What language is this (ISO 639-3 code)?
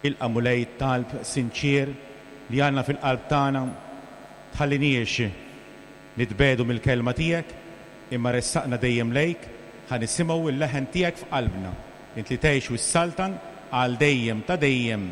mlt